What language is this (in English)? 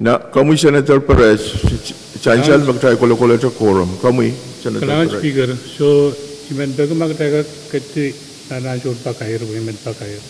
Pohnpeian